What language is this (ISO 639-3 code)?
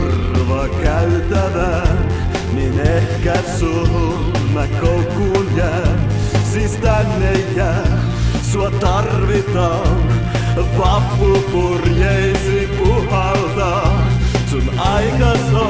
fin